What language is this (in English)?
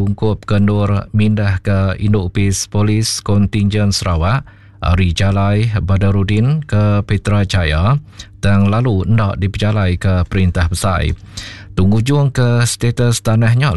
Iban